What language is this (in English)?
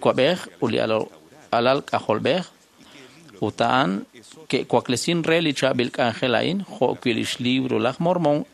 Kekchí